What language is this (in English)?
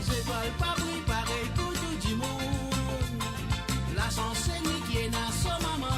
Morisyen